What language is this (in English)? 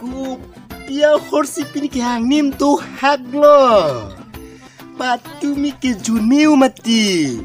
Karbi